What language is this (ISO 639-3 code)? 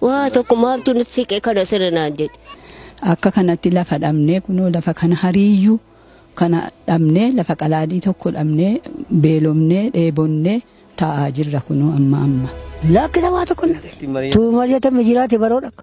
orm